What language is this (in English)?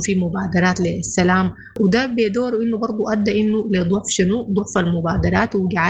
Sudanese Arabic